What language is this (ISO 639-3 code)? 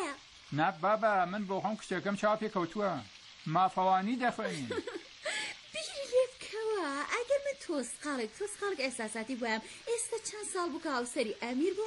ckb